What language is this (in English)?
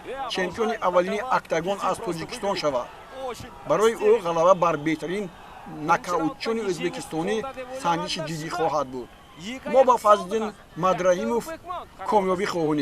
Tajik